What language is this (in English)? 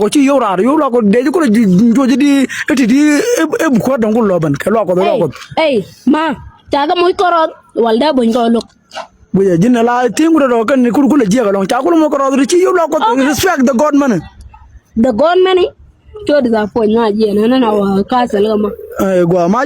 Nuer